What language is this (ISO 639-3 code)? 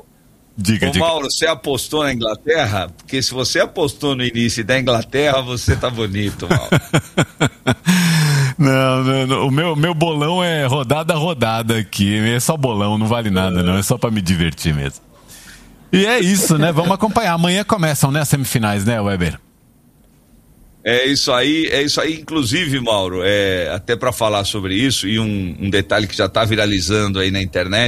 por